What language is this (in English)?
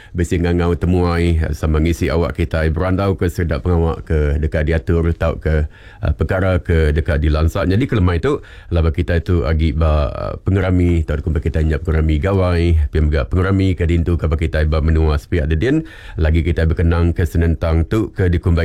Iban